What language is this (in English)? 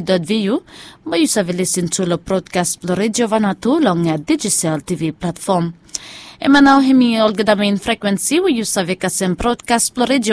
Bislama